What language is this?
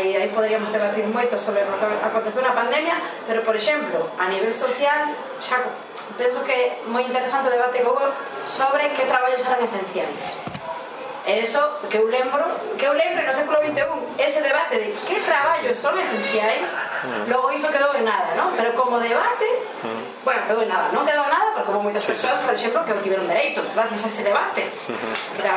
Galician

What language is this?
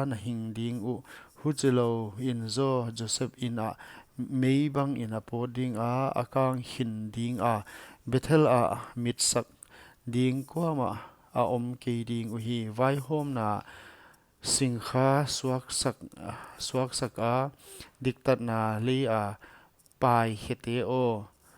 Paite Chin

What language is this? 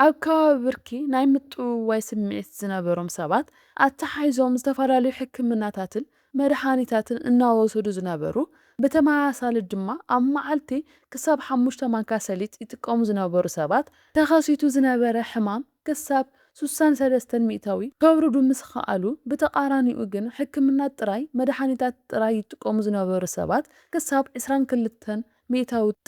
Tigrinya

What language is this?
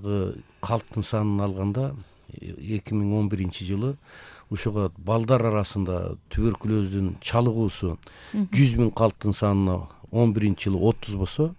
Kyrgyz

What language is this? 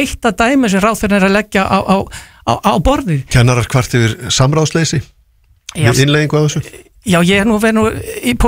Icelandic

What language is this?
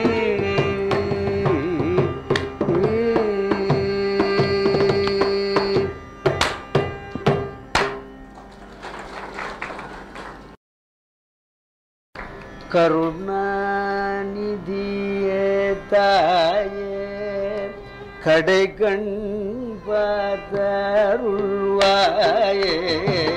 Tamil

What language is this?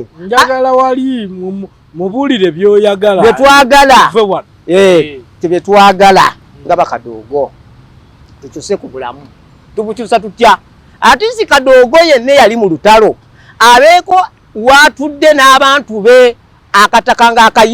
Ganda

